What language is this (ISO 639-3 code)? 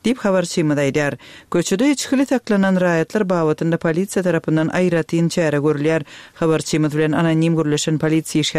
tuk